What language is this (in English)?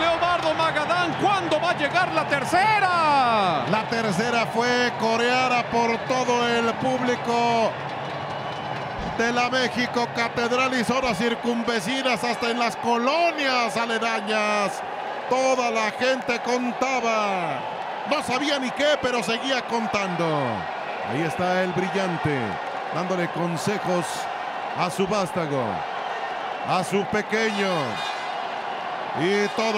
Spanish